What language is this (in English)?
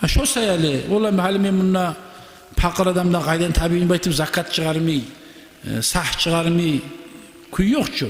Kumyk